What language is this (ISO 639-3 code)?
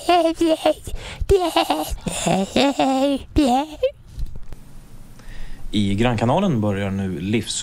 swe